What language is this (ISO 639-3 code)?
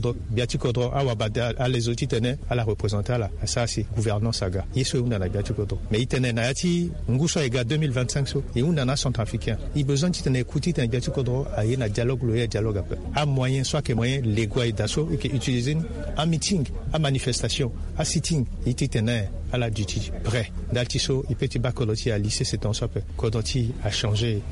sag